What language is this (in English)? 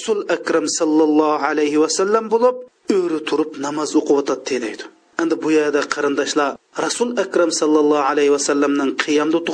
Uyghur